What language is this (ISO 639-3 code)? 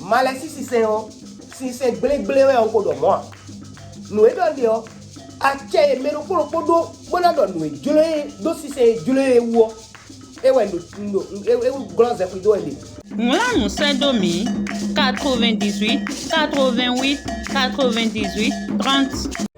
fon